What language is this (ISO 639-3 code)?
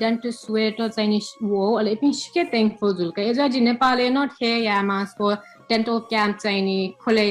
new